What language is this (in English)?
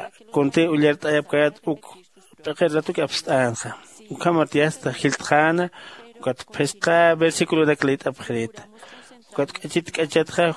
Aymara